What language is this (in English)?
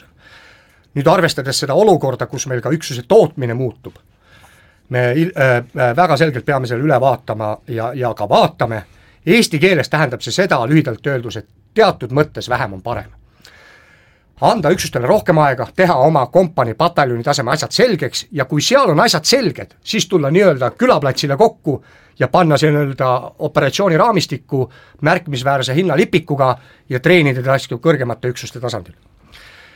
Estonian